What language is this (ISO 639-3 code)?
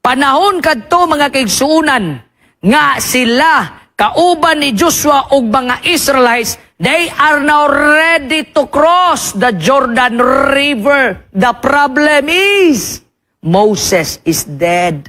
ceb